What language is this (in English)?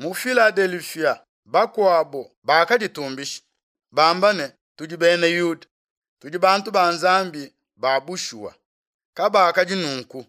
Luba-Lulua